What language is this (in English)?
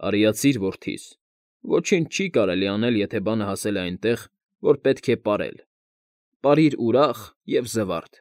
Armenian